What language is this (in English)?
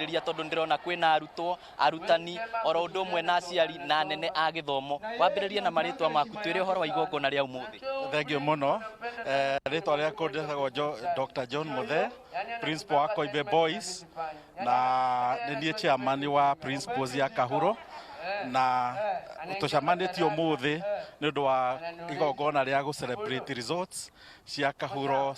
Kikuyu